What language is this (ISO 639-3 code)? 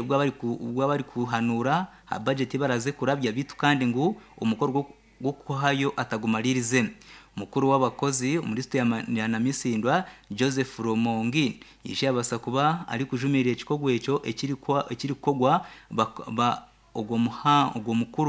nyn